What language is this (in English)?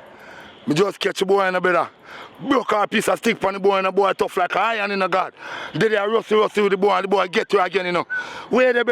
Jamaican Creole English